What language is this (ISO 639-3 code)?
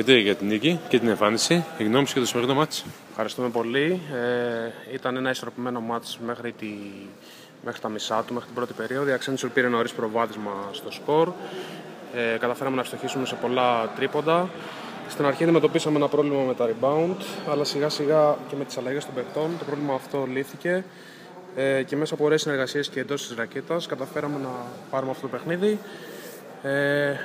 ell